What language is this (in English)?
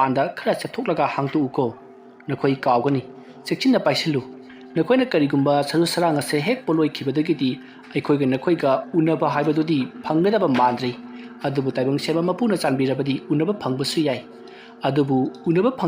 Manipuri